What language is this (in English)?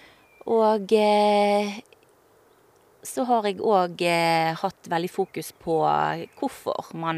Norwegian